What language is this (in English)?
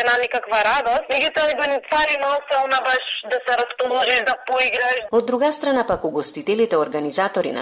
Macedonian